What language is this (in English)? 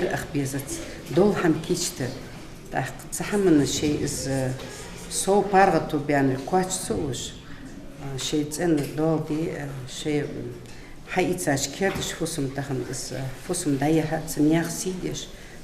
Ingush